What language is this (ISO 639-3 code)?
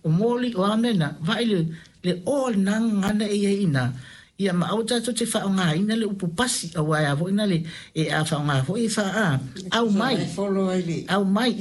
smo